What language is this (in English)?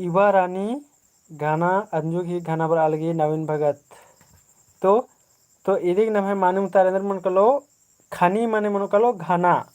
Kurukh